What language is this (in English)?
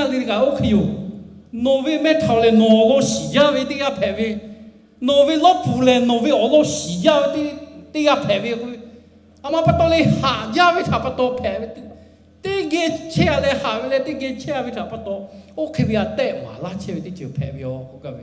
Lahu